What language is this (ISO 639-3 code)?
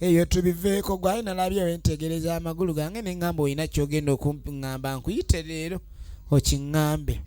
lug